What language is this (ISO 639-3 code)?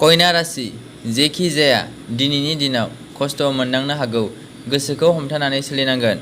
brx